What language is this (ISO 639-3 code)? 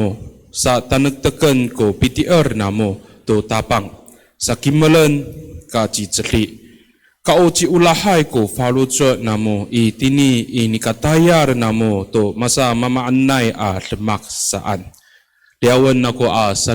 ami